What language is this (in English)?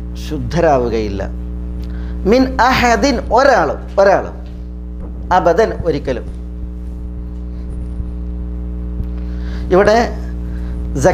Malayalam